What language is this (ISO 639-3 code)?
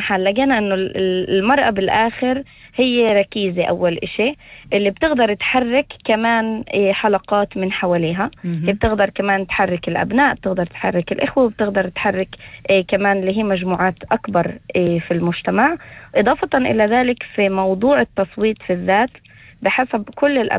apc